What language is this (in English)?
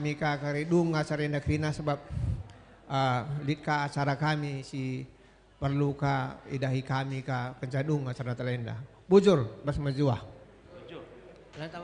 Batak Karo